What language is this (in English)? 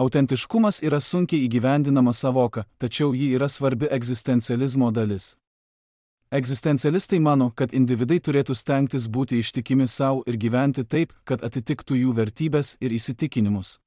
Lithuanian